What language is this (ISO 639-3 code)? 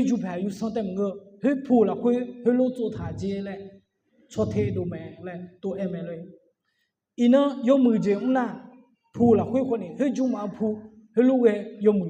ahk